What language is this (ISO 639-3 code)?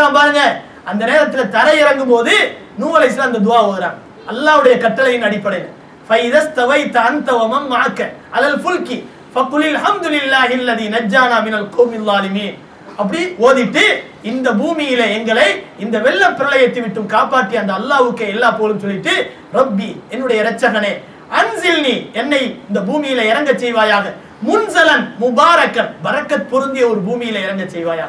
tam